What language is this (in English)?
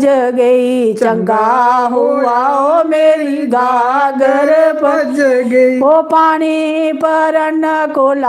Dogri